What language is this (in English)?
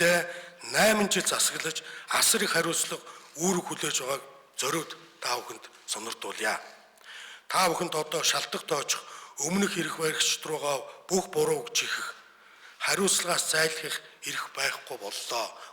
Mongolian